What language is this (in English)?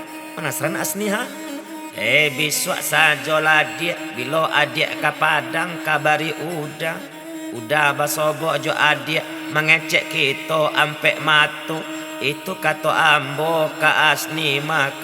Minangkabau